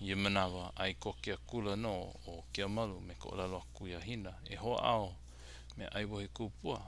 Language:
Hawaiian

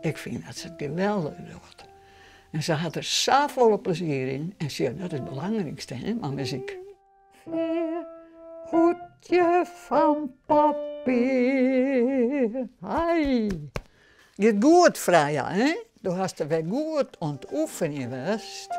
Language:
Western Frisian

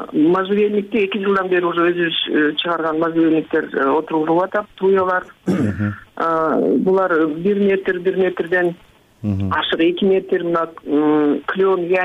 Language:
Kyrgyz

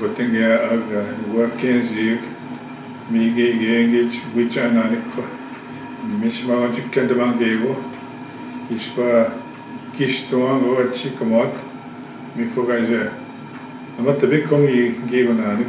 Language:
Northwestern Ojibwa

